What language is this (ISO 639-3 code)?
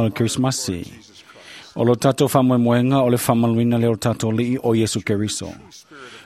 smo